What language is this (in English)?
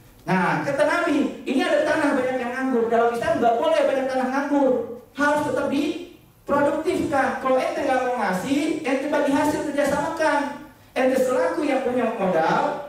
Indonesian